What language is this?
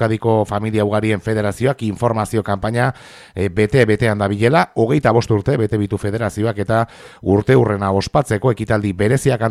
Basque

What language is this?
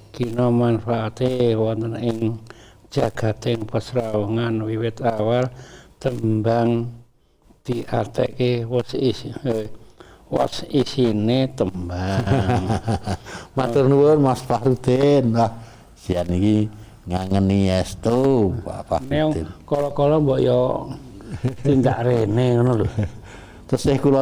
Javanese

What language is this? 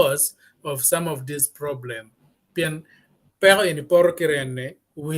Acoli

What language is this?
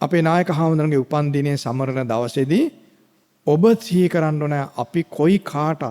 Sinhala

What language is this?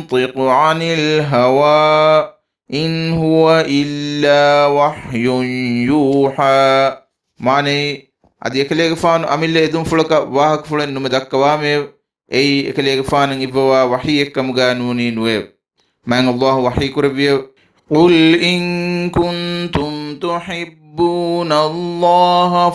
Divehi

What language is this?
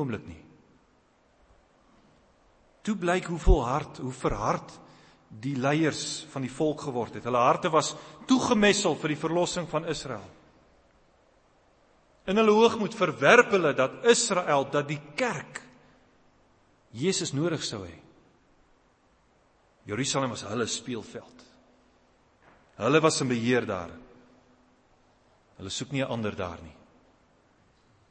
Afrikaans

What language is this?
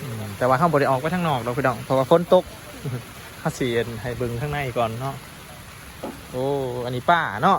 Lao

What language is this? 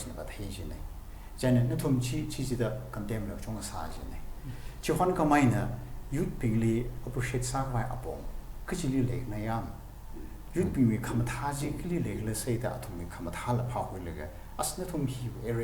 Tangkhul Naga (India)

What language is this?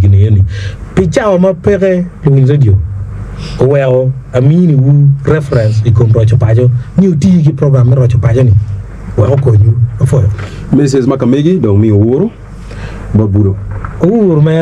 Acoli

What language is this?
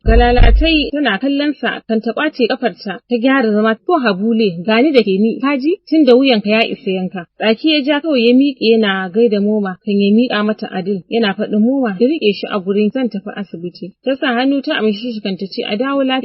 Hausa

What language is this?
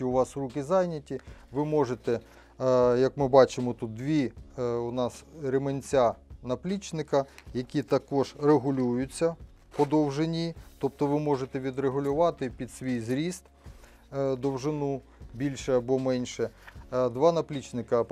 Ukrainian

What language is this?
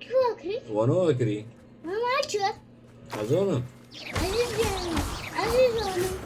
Kurdish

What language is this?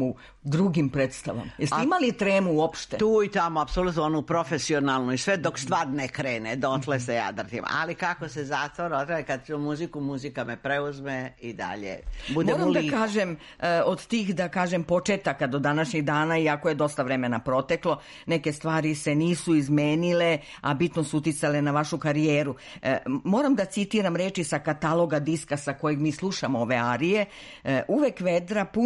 Serbian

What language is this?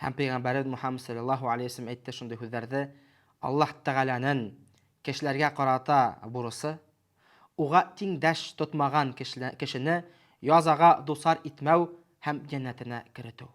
Bashkir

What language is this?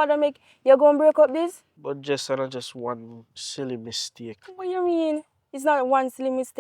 Jamaican Creole English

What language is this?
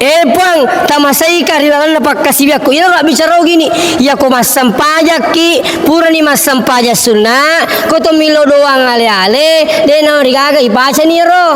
Buginese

